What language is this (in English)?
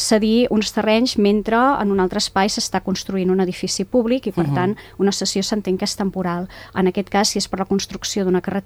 Catalan